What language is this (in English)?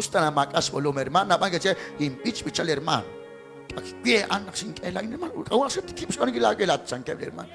Kekchí